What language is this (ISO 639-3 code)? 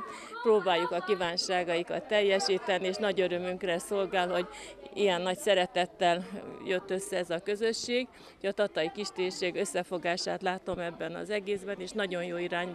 hun